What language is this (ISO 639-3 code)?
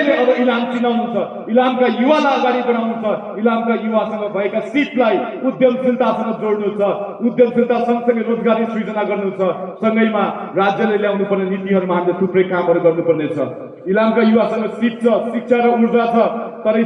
nep